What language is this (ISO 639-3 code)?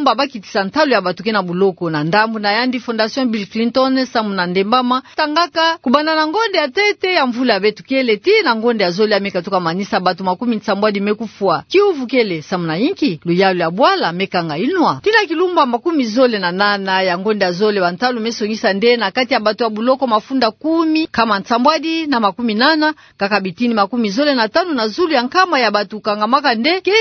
ktu